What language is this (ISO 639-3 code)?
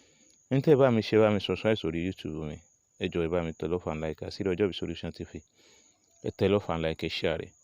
yor